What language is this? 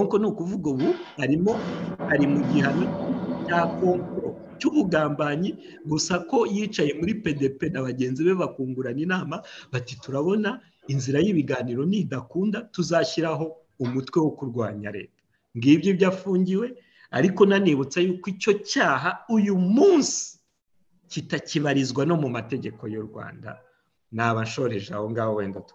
Kinyarwanda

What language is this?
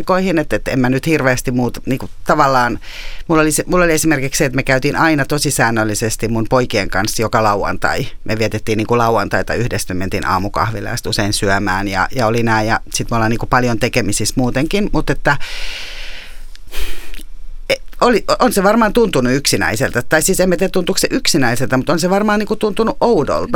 Finnish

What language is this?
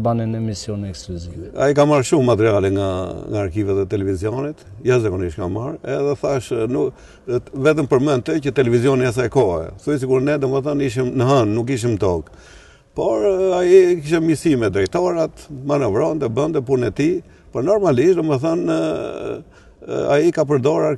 Albanian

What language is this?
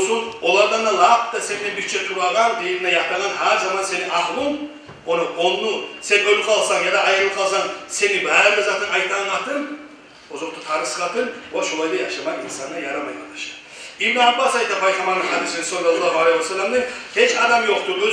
Kumyk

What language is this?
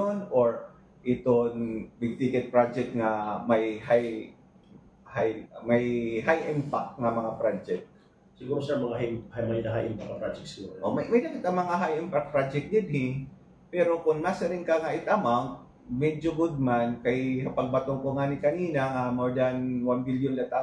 Waray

